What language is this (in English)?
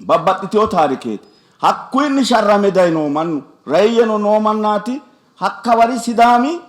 Sidamo